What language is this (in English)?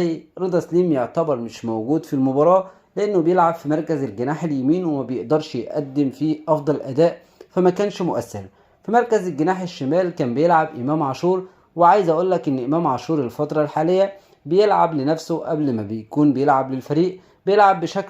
Egyptian Arabic